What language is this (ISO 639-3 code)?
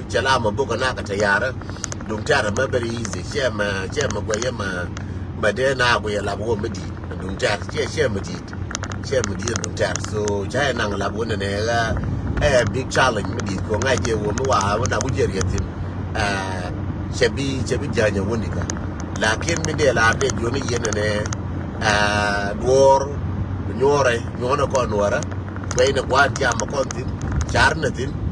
nus